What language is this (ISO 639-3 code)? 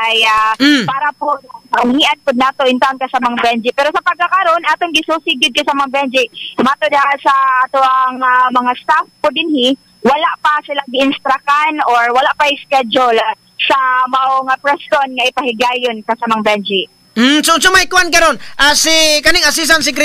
ceb